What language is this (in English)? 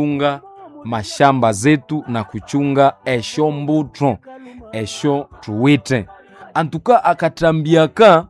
Nande